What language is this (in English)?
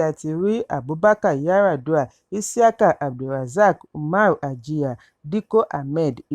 Yoruba